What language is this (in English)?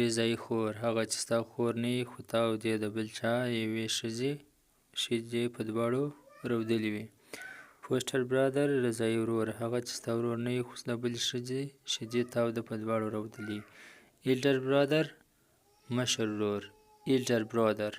Pashto